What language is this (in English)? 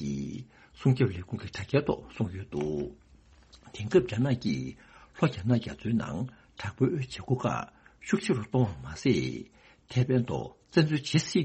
Tibetan